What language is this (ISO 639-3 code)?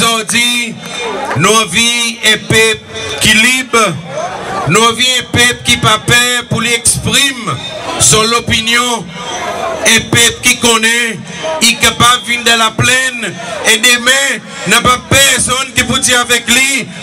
crs